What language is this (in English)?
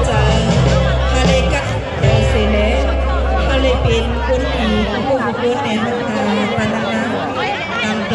Shan